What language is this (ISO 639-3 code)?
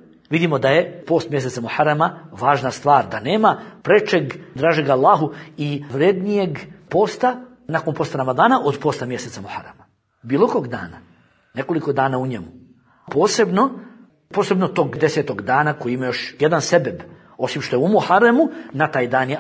bos